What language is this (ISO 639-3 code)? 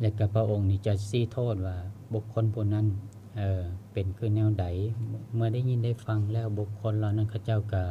lao